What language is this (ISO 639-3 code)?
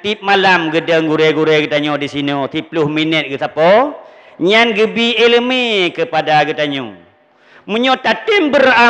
ace